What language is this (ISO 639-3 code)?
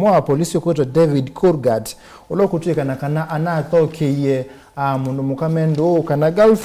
kam